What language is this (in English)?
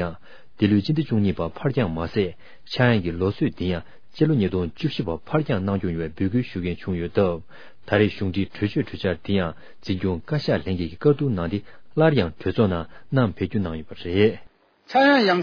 Tibetan